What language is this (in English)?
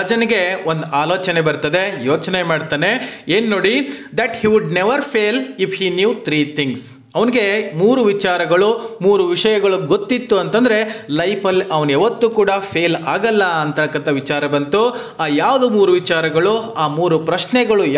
Kannada